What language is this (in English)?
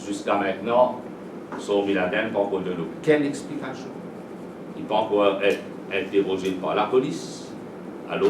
Morisyen